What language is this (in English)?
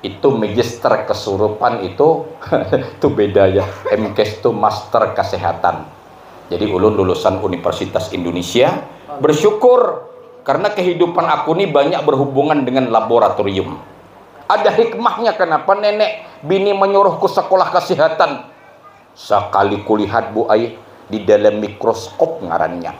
Banjar